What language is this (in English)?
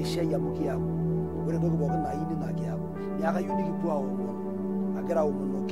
Masai